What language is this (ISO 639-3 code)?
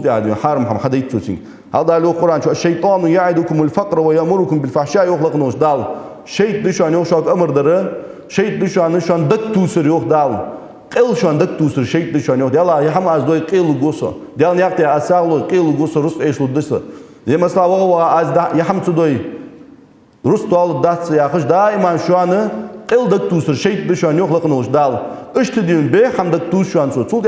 inh